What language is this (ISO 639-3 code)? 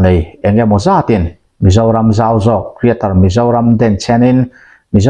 lus